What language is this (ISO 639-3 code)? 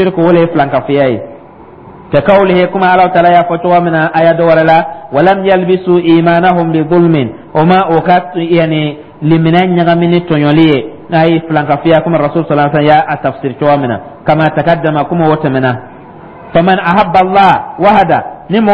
dyu